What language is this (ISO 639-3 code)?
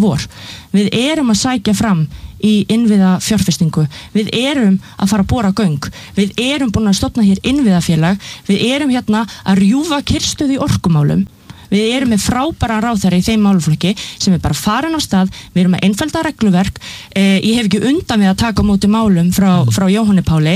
isl